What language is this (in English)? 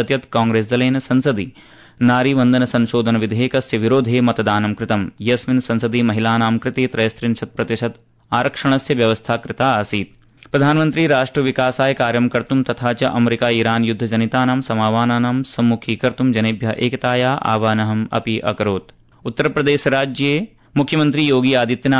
Sanskrit